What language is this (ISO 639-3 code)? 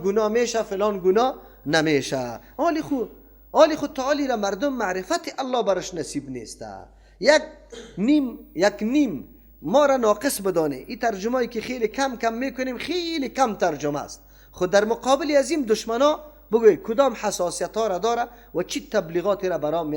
fas